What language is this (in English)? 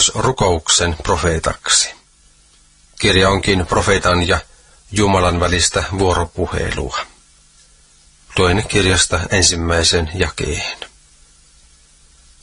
Finnish